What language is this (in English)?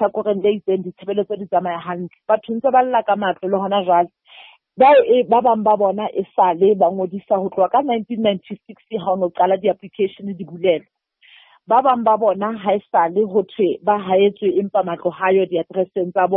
Southern Sotho